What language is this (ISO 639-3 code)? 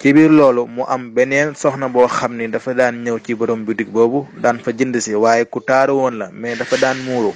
wol